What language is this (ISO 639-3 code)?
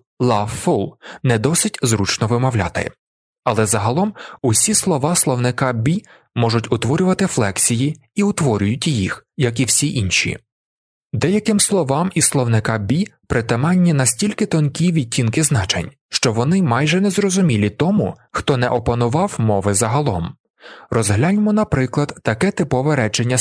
ukr